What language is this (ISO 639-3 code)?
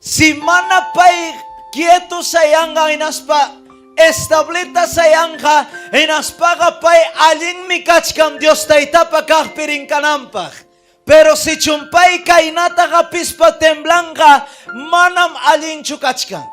quy